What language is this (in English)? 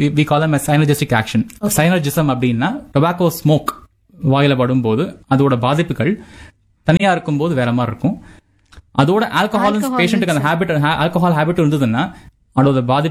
Tamil